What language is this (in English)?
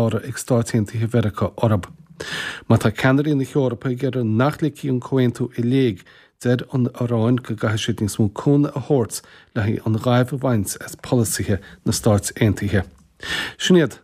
Irish